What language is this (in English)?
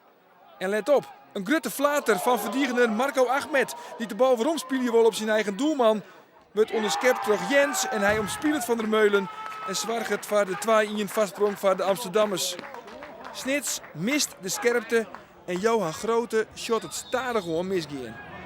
Western Frisian